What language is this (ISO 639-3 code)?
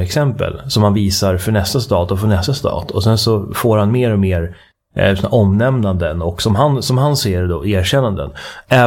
swe